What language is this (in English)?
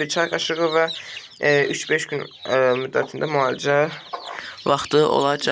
Azerbaijani